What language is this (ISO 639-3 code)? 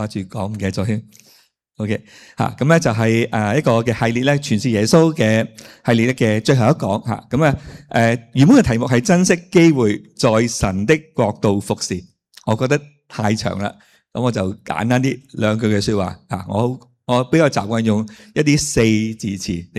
yue